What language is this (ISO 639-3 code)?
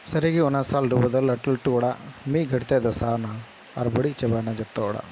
sat